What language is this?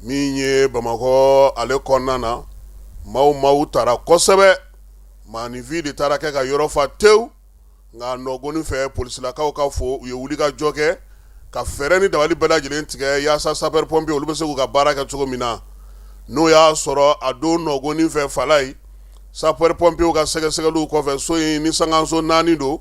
Bambara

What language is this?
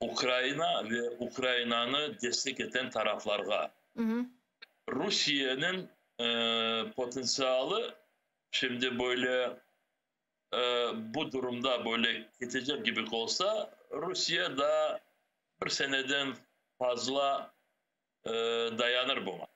Crimean Tatar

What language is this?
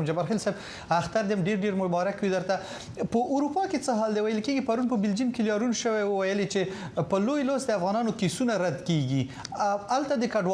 Pashto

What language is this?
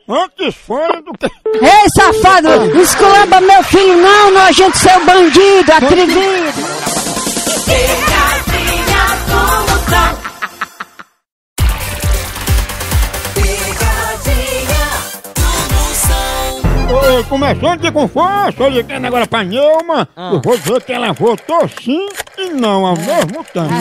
Portuguese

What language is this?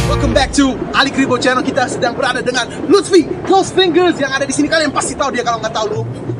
Indonesian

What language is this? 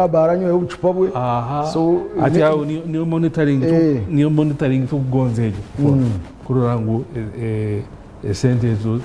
Nyankole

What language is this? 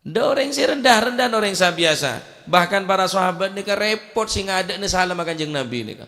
Madurese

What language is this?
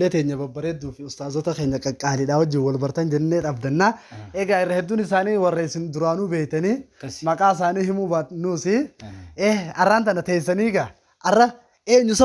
Oromo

